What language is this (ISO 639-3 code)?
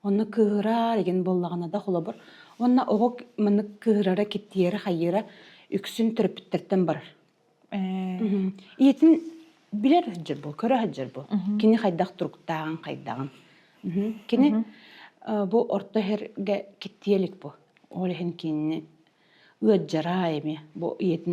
sah